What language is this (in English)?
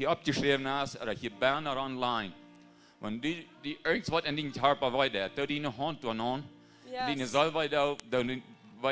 Plautdietsch